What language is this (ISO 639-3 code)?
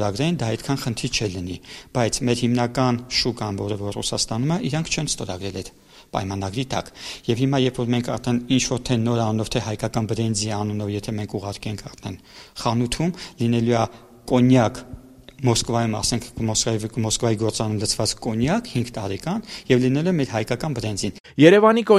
hye